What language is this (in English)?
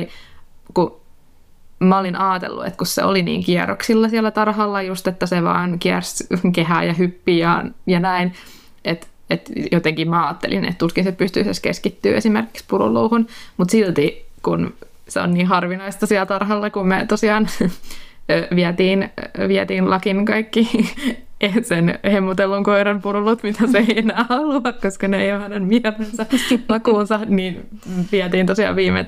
Finnish